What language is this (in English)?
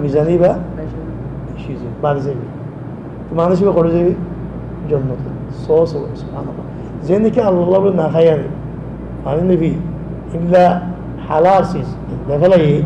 Rohingya